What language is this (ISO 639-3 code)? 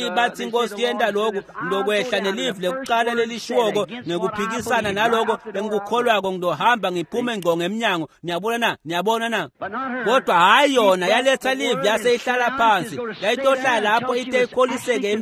ssw